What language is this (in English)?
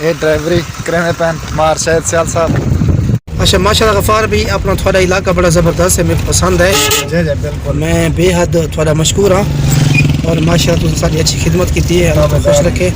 Saraiki